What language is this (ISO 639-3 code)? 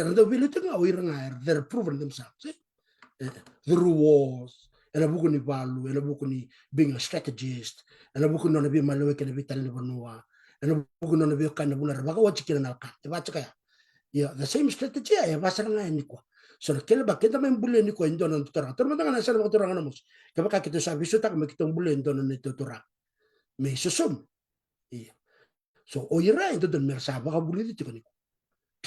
fij